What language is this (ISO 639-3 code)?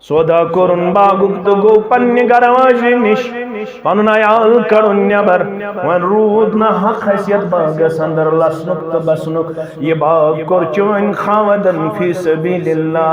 kas